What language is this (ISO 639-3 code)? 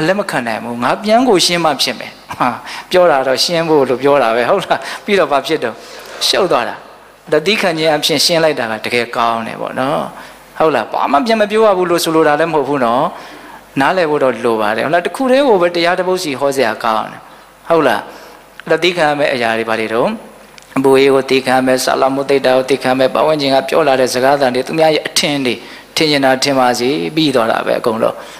mya